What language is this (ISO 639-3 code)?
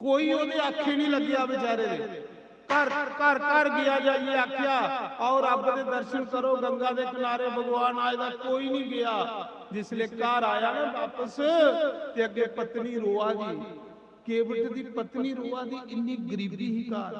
doi